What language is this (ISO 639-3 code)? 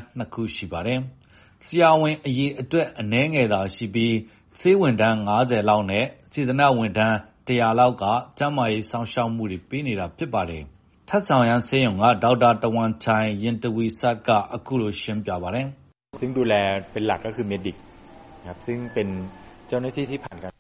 mya